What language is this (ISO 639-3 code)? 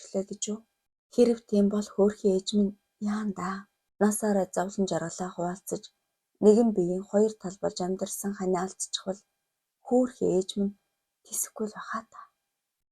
mon